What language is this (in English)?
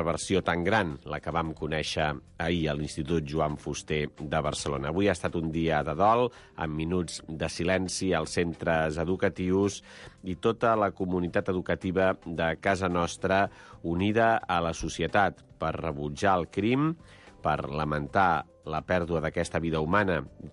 Catalan